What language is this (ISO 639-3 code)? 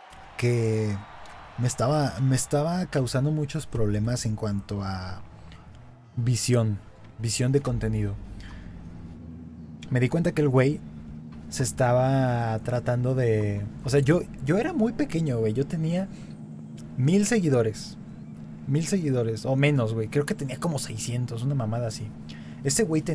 spa